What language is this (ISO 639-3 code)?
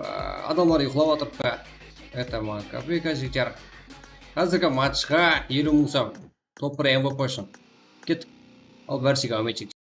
kaa